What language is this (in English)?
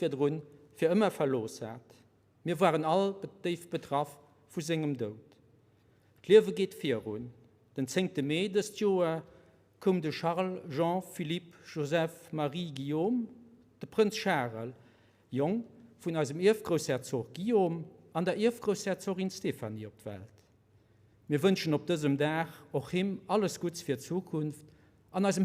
Luxembourgish